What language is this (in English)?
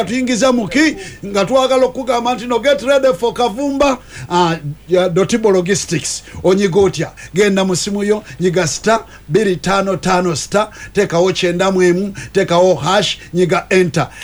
Ganda